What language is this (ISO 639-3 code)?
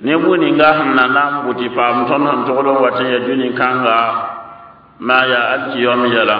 mos